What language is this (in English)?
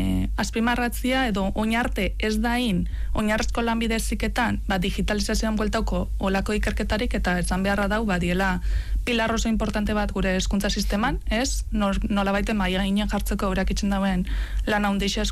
Basque